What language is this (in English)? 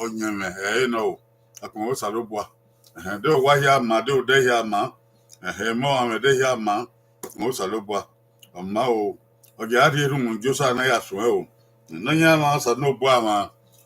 Bini